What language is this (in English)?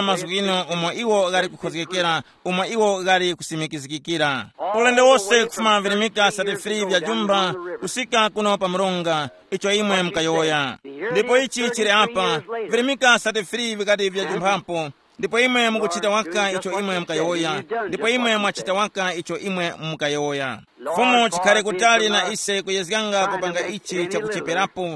Tumbuka